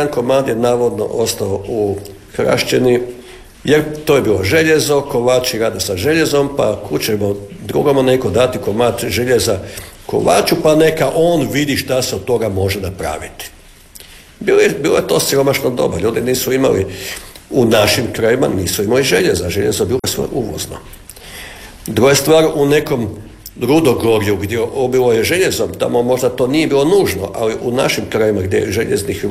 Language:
Croatian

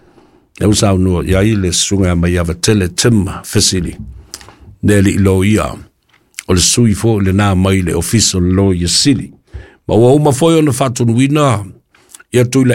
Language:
Samoan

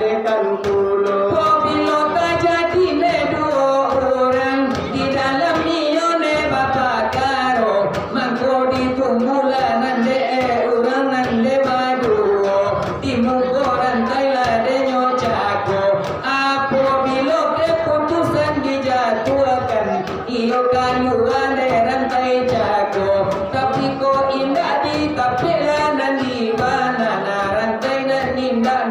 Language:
Minangkabau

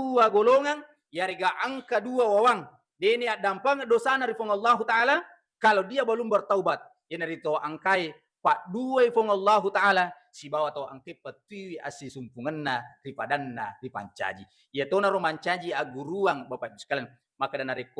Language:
Buginese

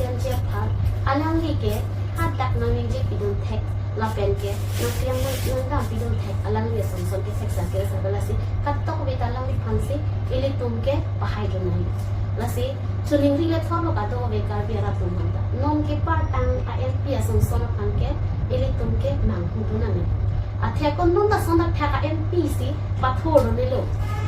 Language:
Karbi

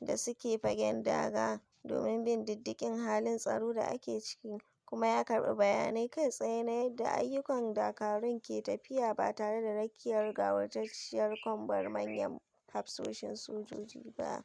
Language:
Hausa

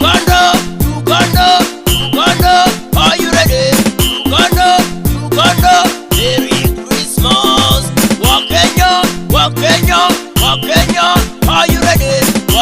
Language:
Acoli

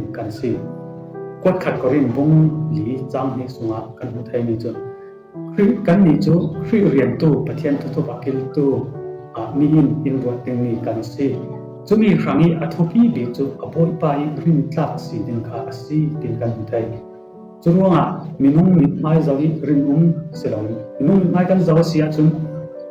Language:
Falam Chin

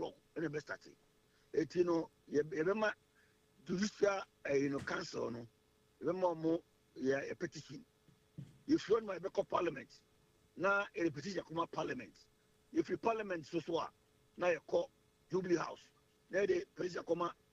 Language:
Akan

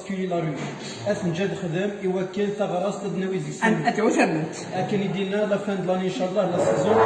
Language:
Kabyle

